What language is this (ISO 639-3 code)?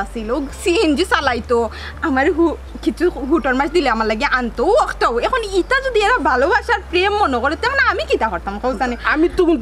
syl